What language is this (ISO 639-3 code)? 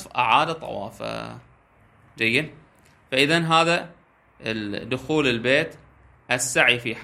ara